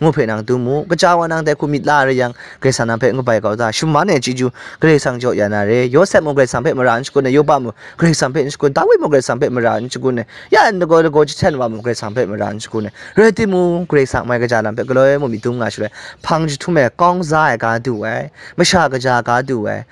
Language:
Kachin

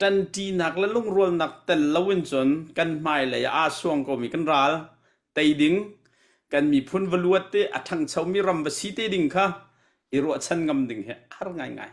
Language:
Hakha Chin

